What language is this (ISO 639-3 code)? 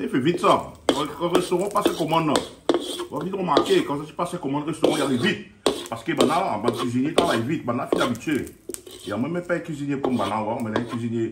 rcf